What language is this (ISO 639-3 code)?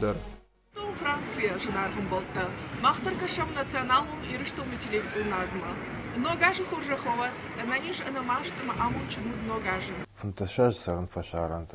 oss